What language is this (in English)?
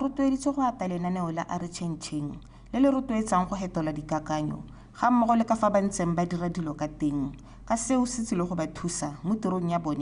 Tswana